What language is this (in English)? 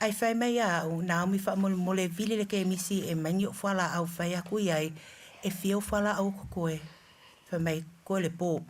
Samoan